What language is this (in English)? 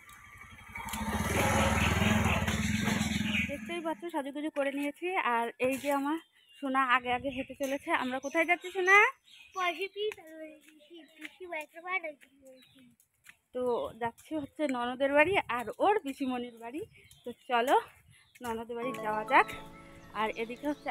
Bangla